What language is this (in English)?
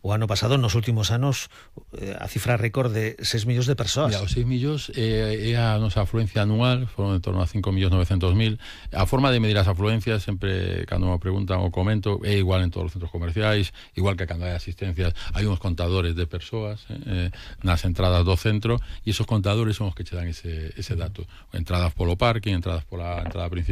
Galician